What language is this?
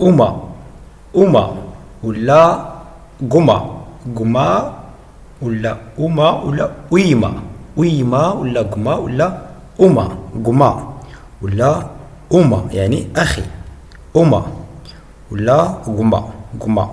Moroccan Arabic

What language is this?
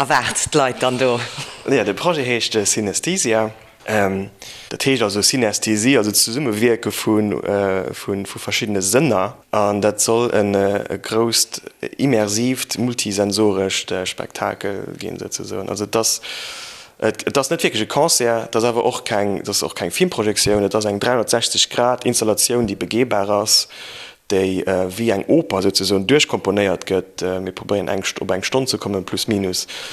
Luxembourgish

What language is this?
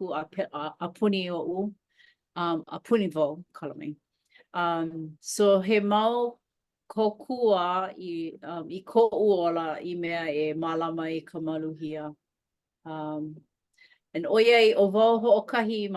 Hawaiian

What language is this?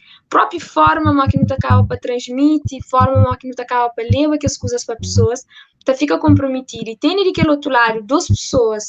Kabuverdianu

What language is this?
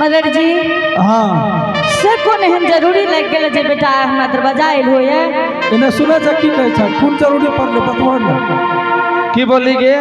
Angika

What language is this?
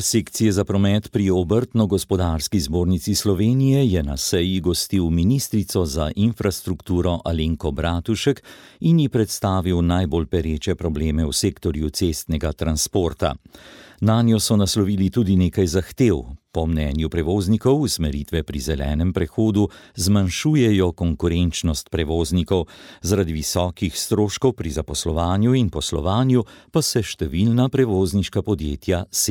Slovenian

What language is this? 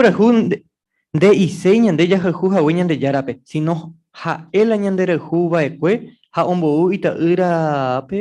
Guarani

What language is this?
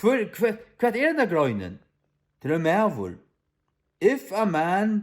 Faroese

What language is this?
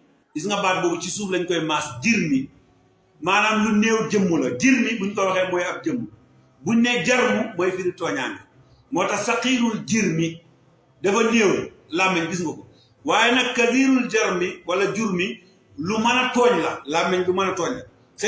Wolof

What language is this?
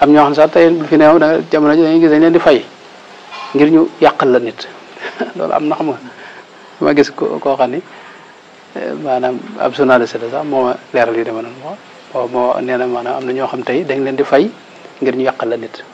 Wolof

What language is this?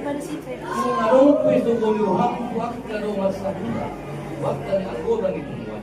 Batak Toba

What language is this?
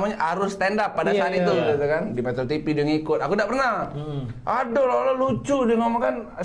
Musi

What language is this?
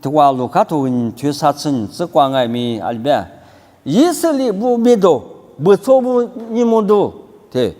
Lisu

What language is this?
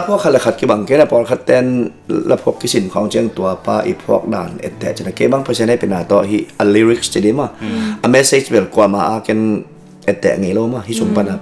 Tedim Chin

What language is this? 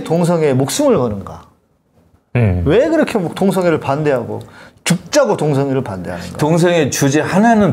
Korean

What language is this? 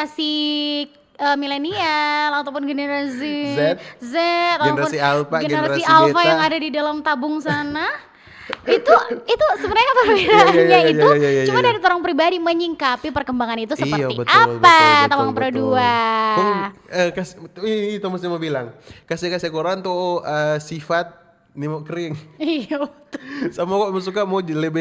Manado Malay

